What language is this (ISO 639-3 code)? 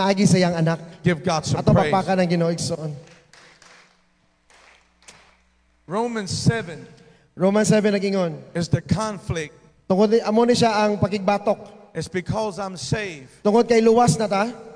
ceb